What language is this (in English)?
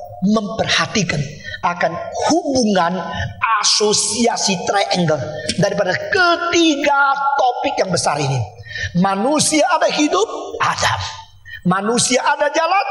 Indonesian